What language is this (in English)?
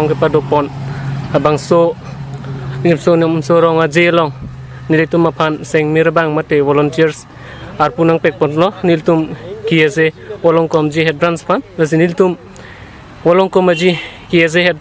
Karbi